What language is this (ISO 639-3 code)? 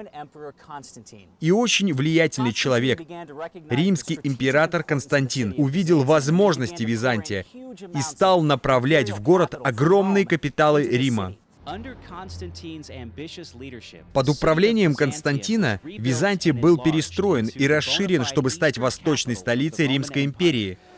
rus